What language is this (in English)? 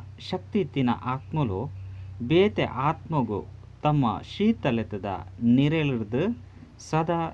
Tulu